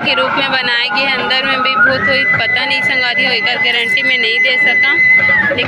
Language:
Chhattisgarhi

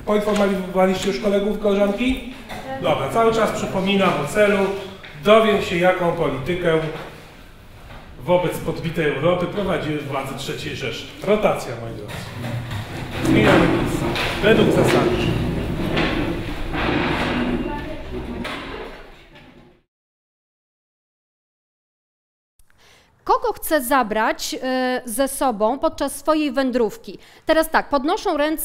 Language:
Polish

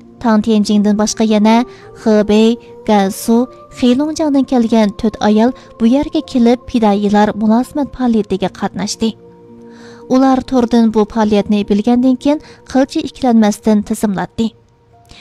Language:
Uyghur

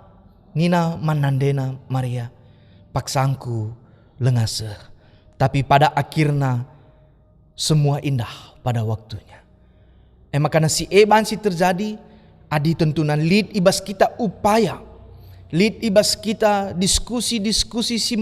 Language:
Batak Karo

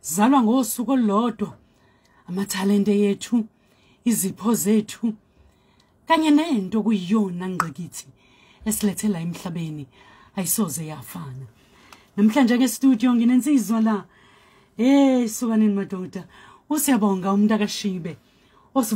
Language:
Zulu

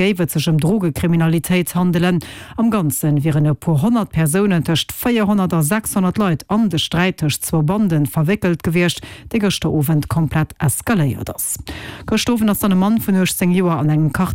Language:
Luxembourgish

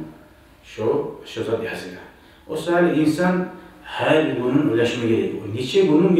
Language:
Kumyk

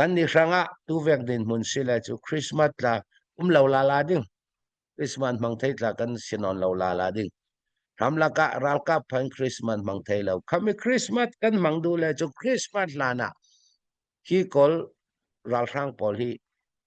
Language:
Falam Chin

